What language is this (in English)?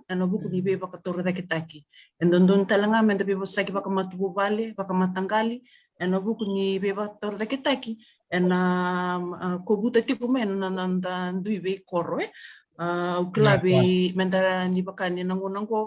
Fijian